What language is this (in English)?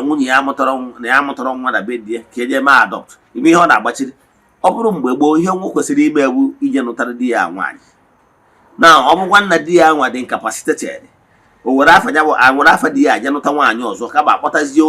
Igbo